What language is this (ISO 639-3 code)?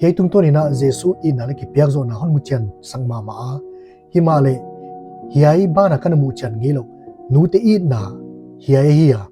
pck